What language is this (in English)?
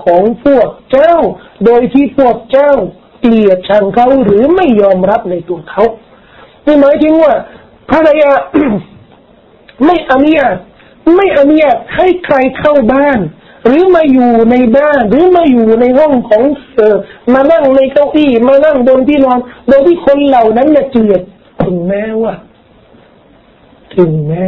Thai